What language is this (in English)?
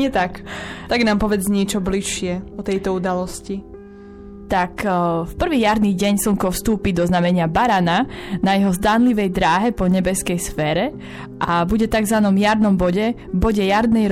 Slovak